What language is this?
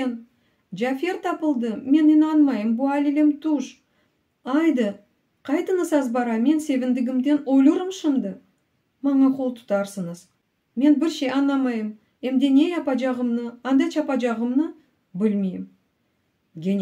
Crimean Tatar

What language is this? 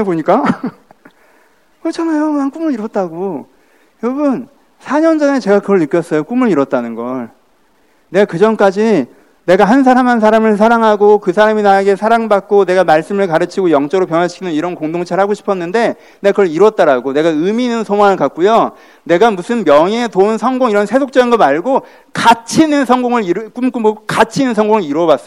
Korean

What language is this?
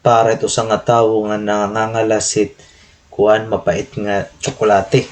Waray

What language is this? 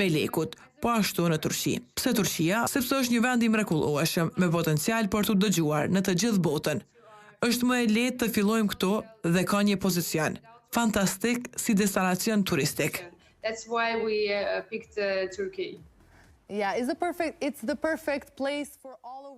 Albanian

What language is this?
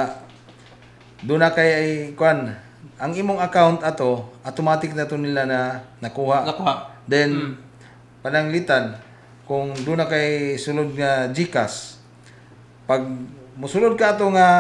Cebuano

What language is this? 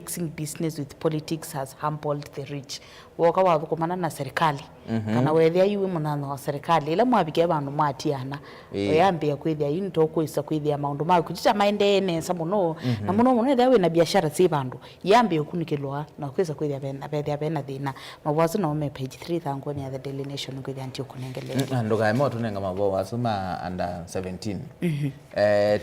Kamba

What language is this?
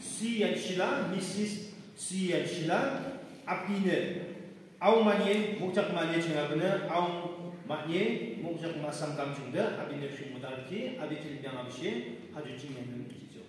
Yimchungru Naga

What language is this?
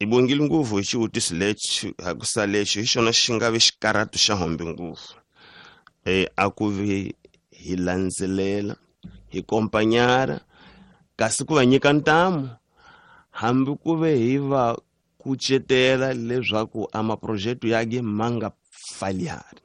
Tsonga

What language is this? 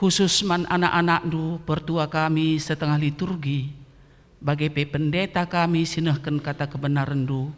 Batak Karo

